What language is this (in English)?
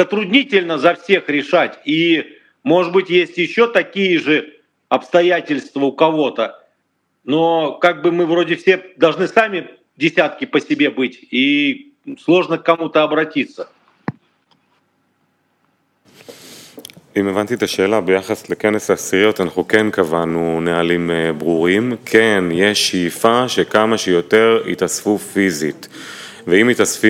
Hebrew